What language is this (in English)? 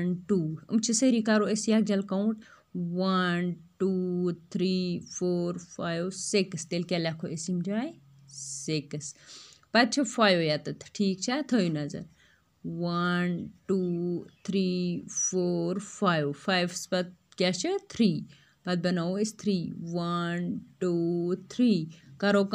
Kashmiri